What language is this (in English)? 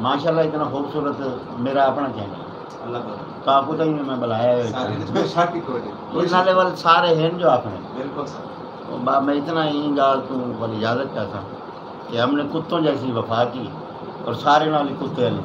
Saraiki